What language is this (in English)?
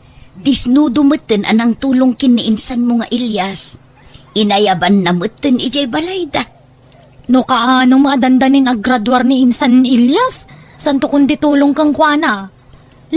Iloko